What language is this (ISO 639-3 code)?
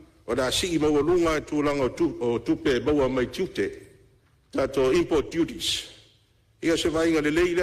smo